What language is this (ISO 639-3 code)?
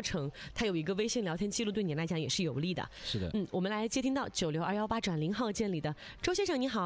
zho